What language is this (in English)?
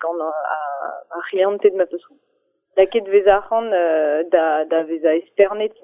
Breton